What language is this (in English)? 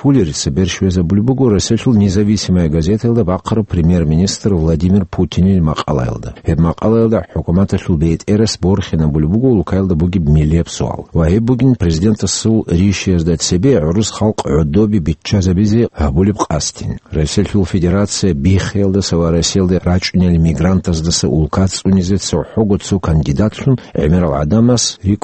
Avaric